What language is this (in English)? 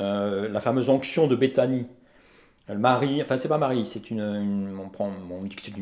French